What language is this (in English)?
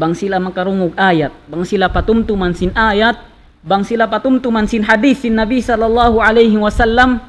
Tausug